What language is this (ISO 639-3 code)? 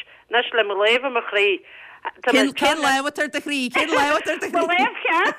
gle